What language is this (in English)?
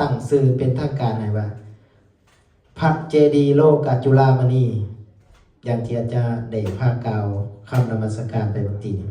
Lao